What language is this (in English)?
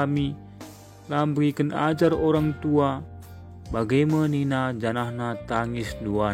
Batak Karo